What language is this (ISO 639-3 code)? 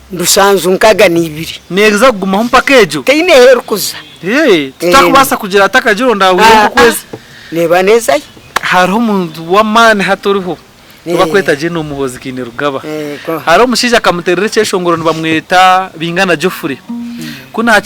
nyn